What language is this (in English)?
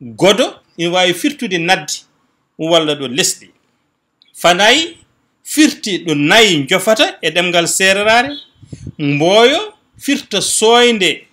Fula